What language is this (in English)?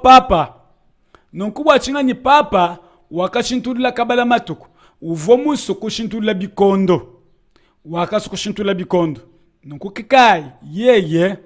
Luba-Lulua